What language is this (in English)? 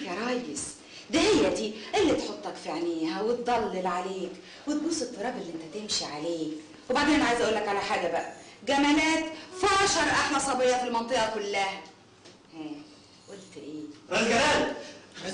Egyptian Arabic